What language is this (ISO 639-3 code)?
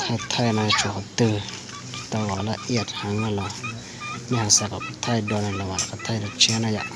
hmn